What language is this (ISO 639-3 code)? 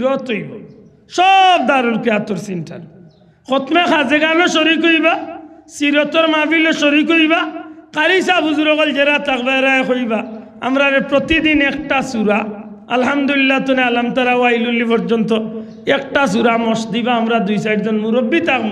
syl